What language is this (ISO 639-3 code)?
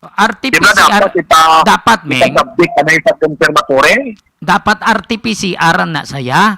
hil